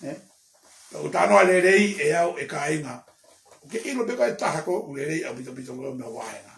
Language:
Tongan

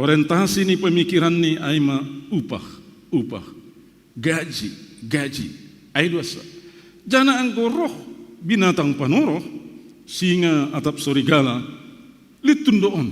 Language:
Batak Simalungun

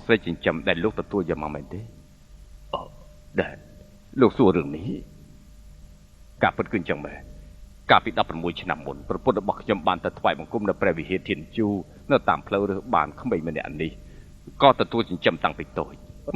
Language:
Khmer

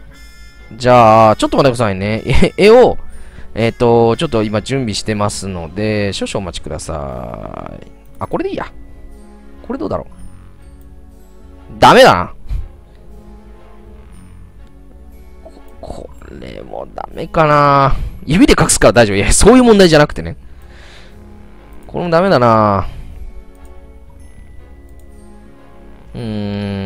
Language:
Japanese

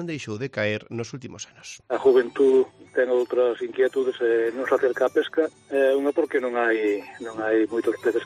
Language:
Galician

